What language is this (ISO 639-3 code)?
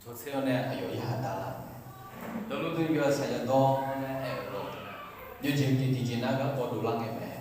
ahk